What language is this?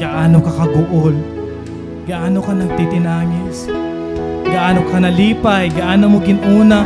Waray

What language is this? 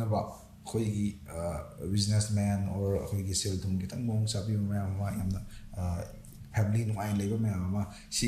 Manipuri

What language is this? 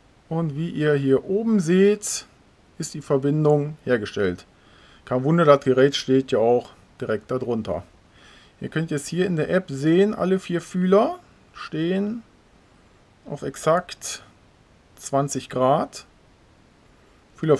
German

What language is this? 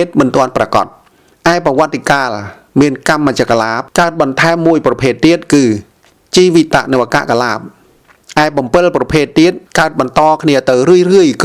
Khmer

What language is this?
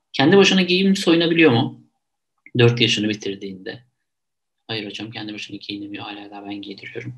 Turkish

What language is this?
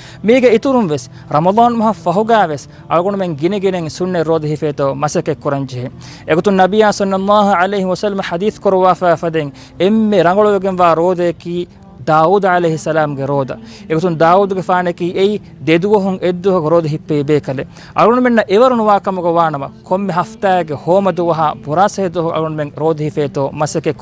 Divehi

